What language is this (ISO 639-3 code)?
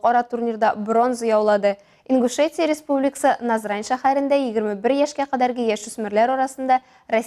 tat